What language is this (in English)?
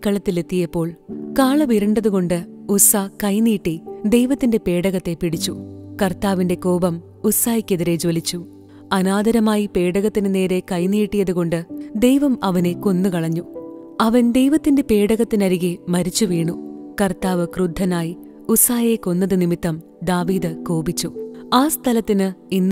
Malayalam